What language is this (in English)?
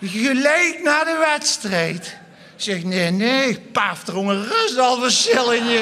Limburgish